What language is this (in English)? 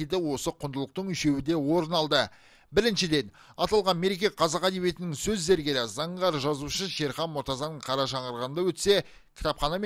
Kazakh